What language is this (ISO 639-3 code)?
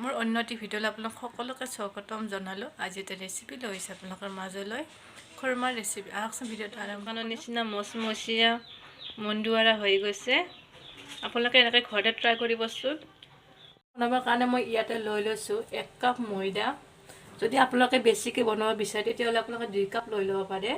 asm